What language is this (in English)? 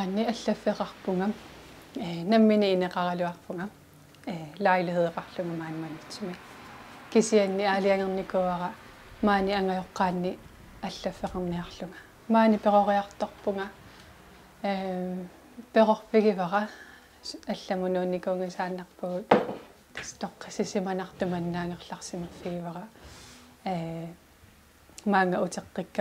Kalaallisut